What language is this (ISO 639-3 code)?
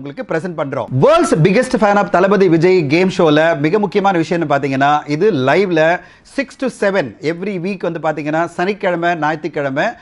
tam